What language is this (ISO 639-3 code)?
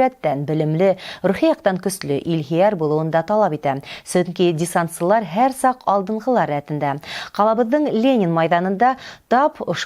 bak